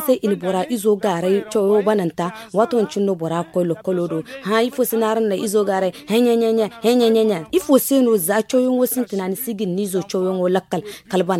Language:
Zarma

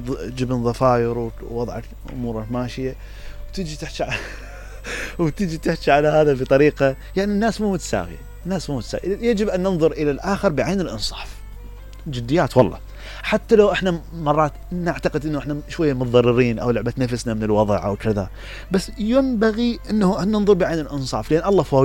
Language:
Mesopotamian Arabic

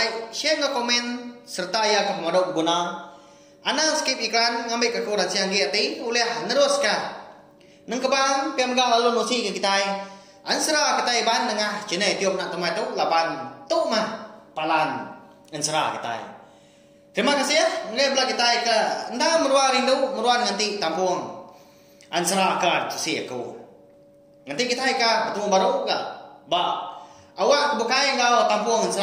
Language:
Iban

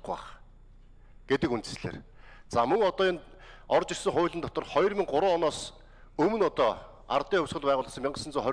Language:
Mongolian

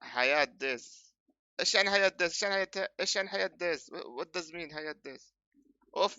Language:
North Levantine Arabic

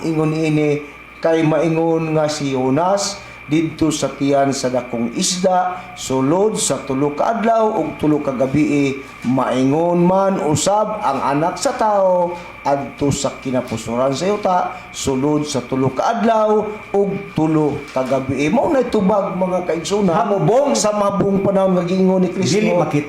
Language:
Cebuano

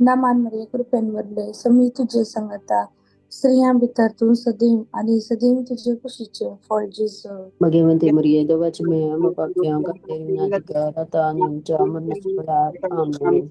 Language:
Konkani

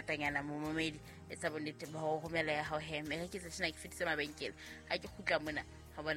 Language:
Southern Sotho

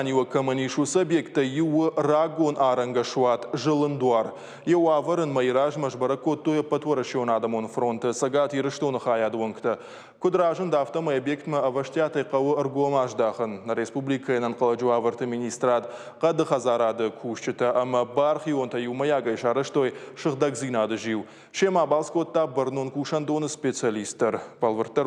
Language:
Ossetic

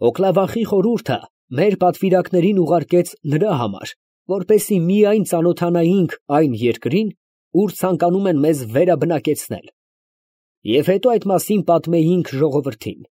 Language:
Armenian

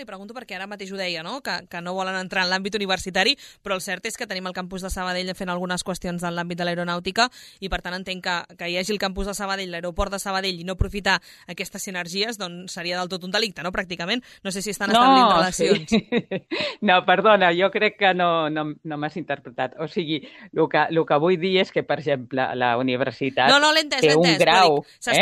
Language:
Catalan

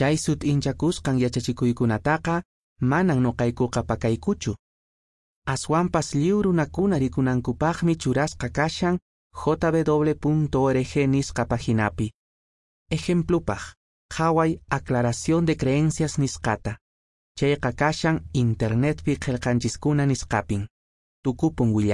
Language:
Quechua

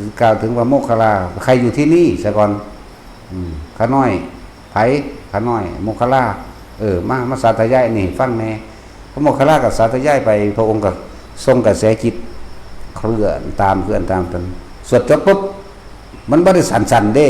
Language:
Northeastern Thai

